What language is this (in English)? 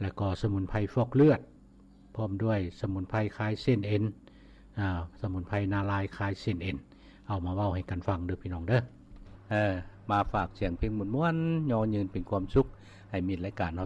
Lao